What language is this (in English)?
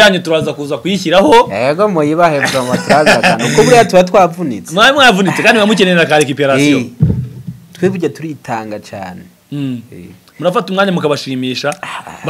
Kinyarwanda